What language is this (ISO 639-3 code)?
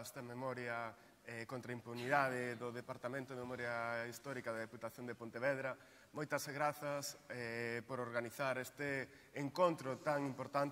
glg